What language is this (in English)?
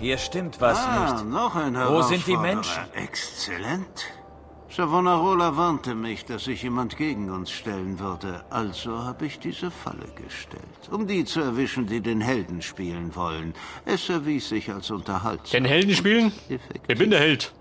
Bavarian